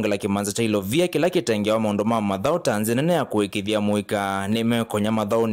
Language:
Kamba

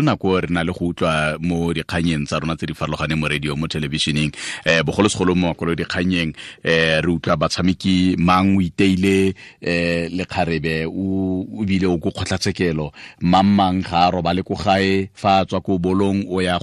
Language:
Tswana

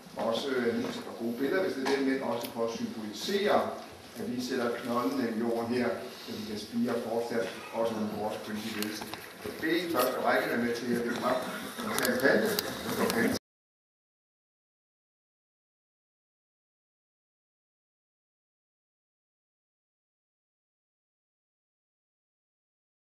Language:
Danish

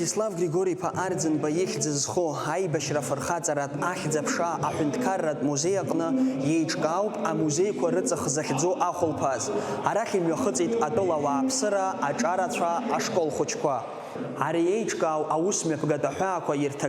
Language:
Abkhazian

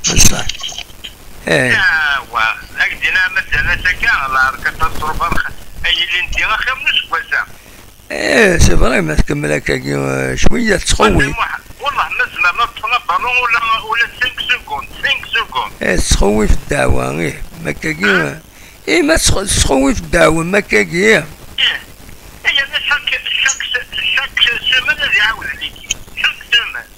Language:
Kabyle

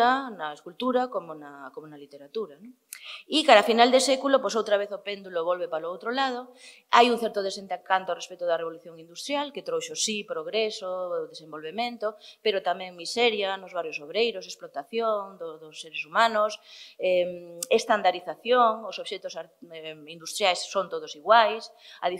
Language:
Galician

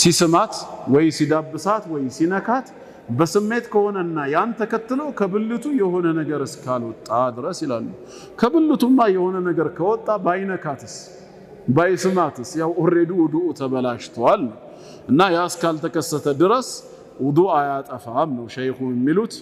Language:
Amharic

